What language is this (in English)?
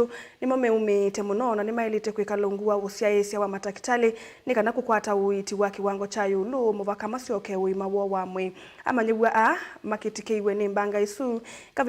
Kamba